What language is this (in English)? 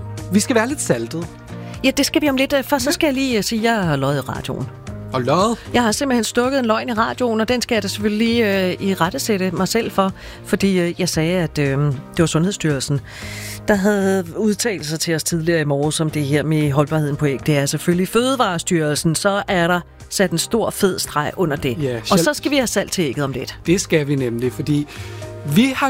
Danish